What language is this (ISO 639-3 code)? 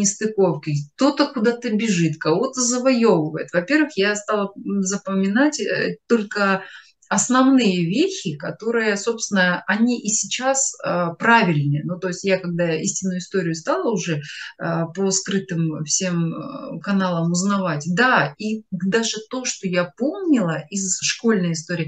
rus